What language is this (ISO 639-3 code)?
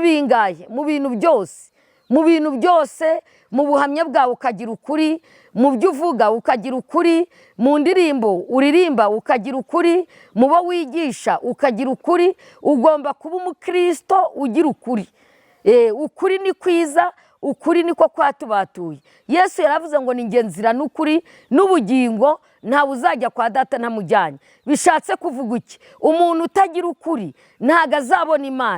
kin